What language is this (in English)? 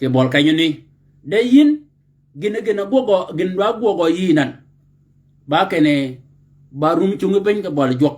Shilluk